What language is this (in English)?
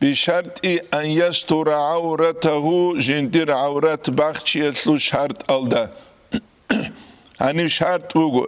Avaric